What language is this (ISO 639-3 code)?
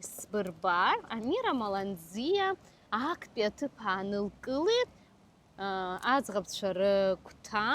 abk